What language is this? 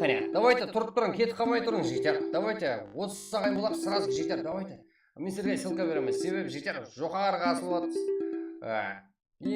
Kara-Kalpak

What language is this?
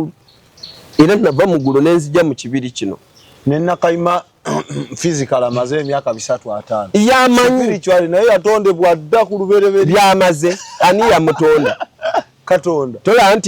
Ganda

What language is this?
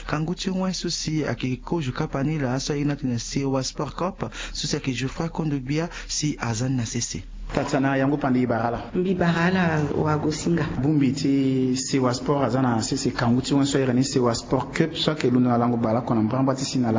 Sango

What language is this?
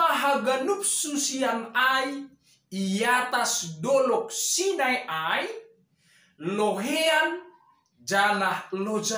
Batak Simalungun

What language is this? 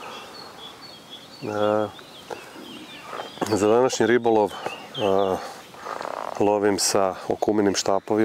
Croatian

